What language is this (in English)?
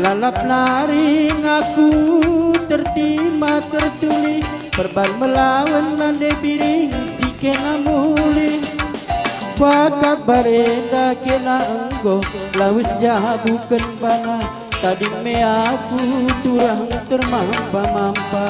Batak Karo